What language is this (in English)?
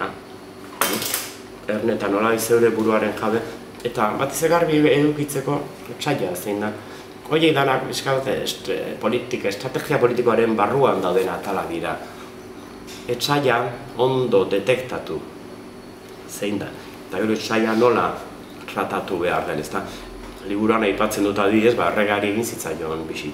Basque